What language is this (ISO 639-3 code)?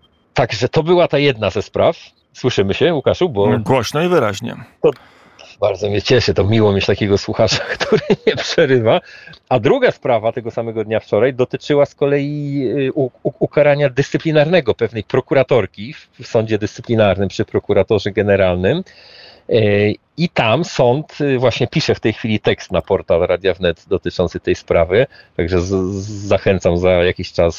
pol